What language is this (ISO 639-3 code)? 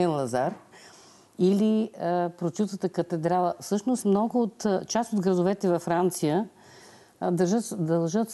bul